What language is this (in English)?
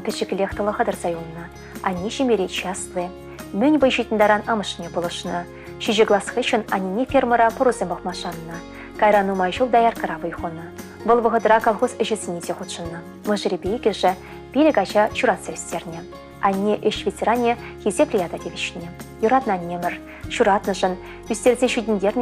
Chuvash